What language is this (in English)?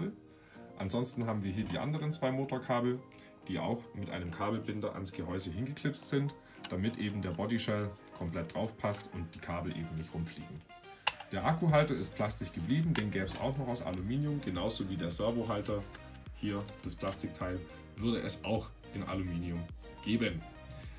German